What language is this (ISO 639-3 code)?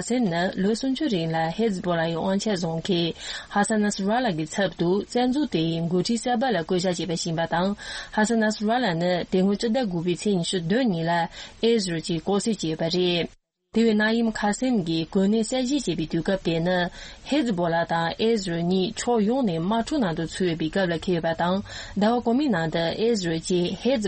bod